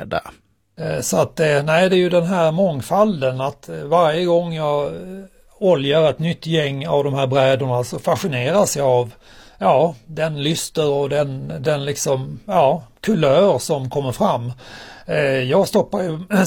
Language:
Swedish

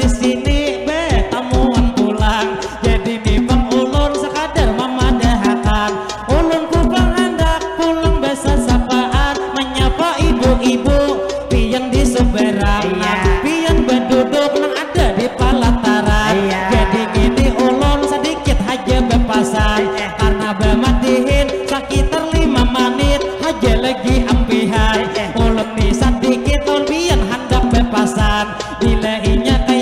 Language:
Banjar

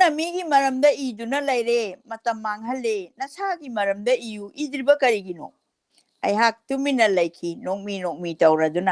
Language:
Manipuri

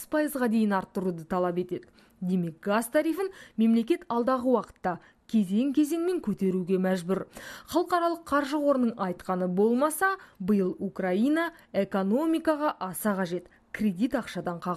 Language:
Kazakh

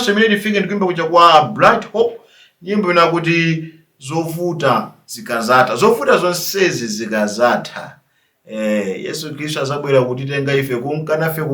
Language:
Nyanja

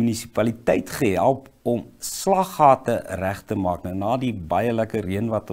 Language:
Afrikaans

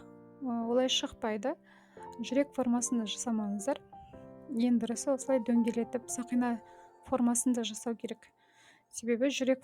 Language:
Kazakh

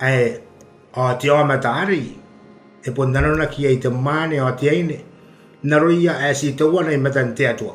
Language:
Gilbertese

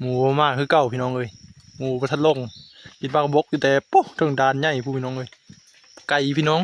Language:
Northeastern Thai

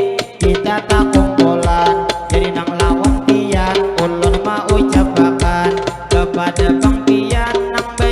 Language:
Banjar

